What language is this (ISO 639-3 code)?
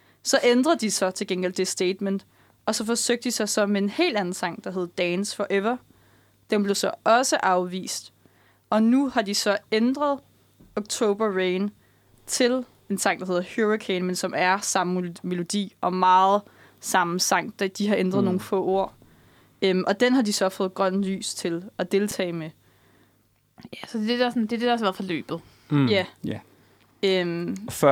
dan